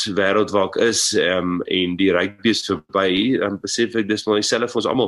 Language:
Afrikaans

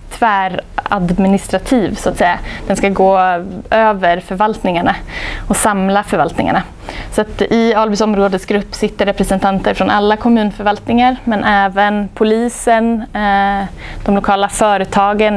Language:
Swedish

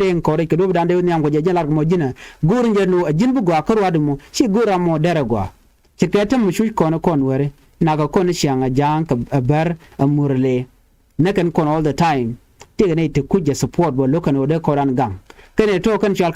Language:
Nuer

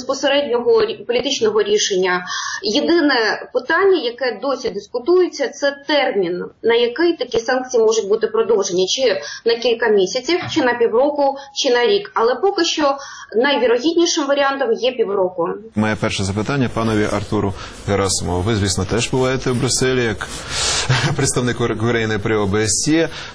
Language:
Ukrainian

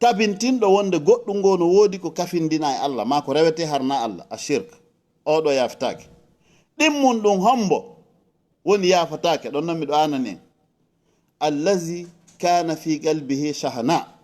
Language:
Fula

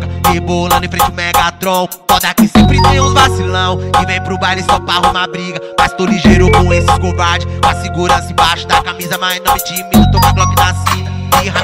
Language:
Portuguese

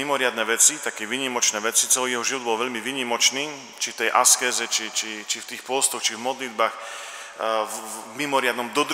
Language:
Slovak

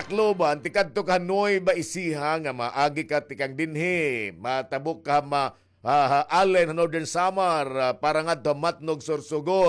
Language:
Waray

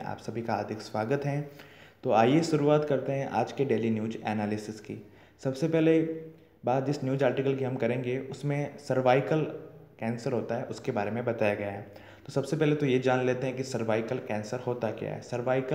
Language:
Hindi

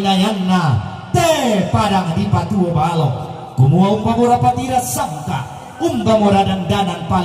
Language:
Toraja-Sa'dan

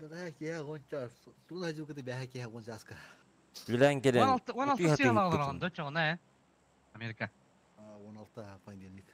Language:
Yakut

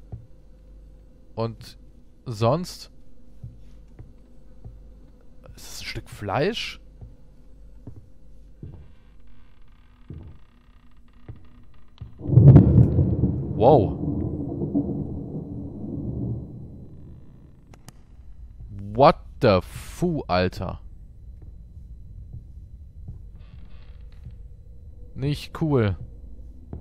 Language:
German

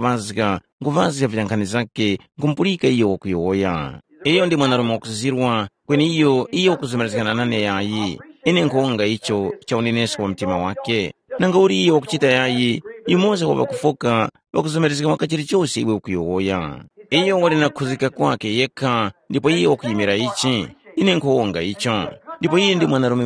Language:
Tumbuka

